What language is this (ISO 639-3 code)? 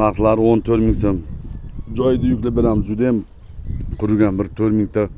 uzb